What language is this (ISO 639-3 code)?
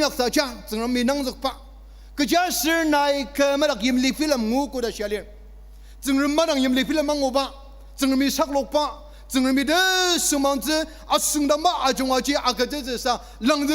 njo